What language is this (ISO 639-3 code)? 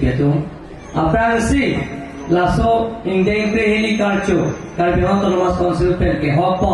mjw